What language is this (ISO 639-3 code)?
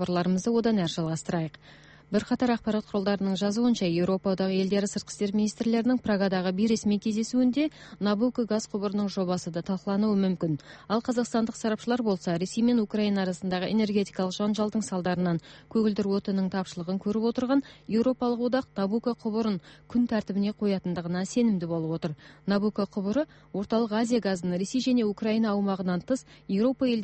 kaz